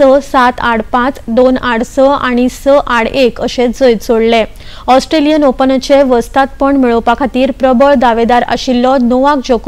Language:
Konkani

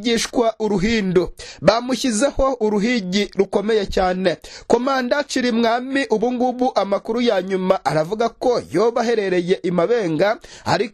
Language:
Kinyarwanda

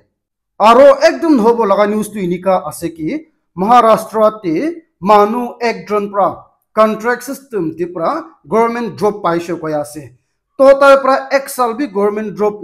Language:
Naga Pidgin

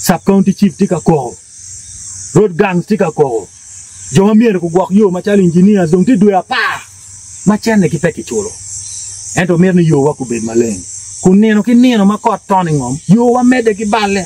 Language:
Acoli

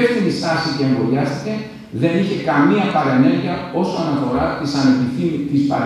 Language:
Greek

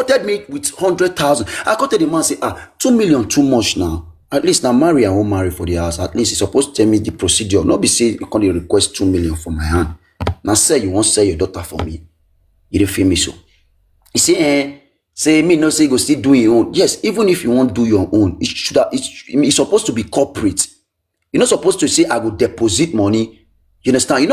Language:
Nigerian Pidgin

